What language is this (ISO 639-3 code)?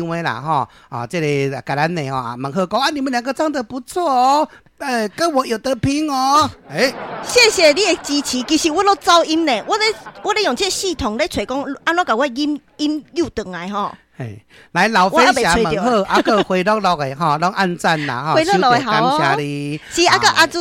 nan